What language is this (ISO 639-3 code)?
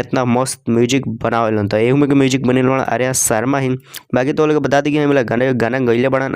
bho